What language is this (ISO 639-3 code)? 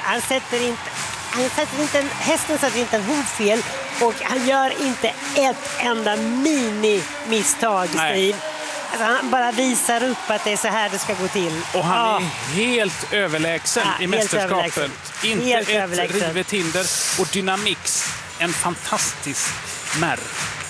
swe